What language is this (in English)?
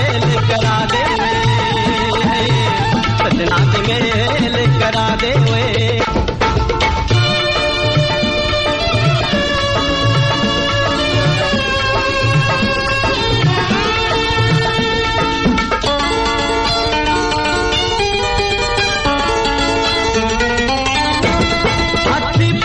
Punjabi